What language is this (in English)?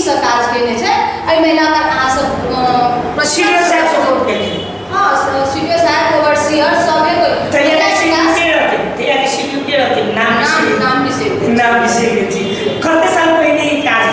Maithili